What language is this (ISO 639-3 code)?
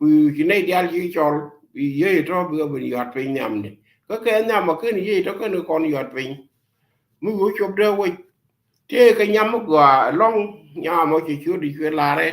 nus